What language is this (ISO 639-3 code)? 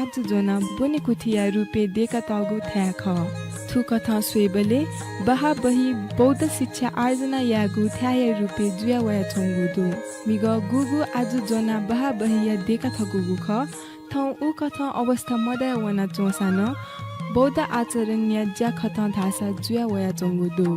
new